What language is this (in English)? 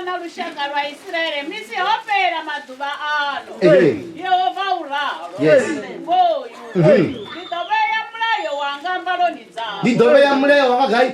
Venda